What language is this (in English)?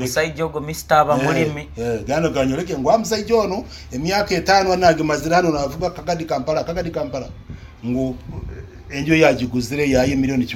Nyankole